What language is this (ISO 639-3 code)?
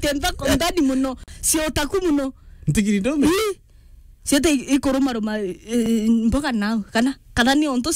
mer